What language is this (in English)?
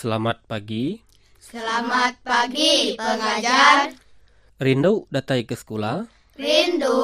Iban